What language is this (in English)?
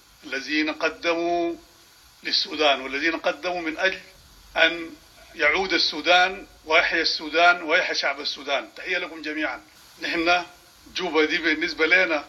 Sudanese Arabic